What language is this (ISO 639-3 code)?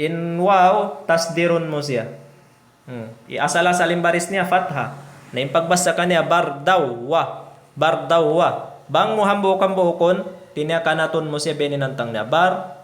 tsg